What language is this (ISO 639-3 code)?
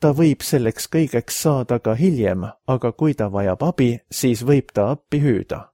est